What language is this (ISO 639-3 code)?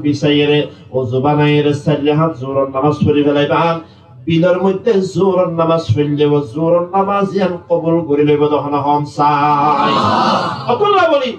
rhg